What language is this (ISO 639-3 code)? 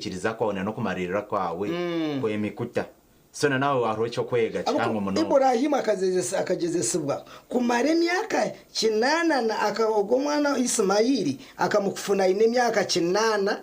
nyn